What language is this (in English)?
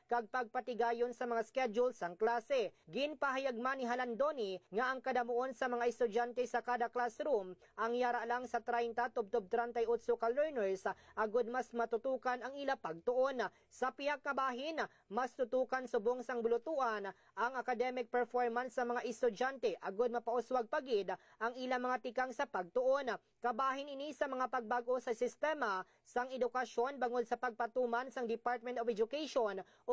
Hiligaynon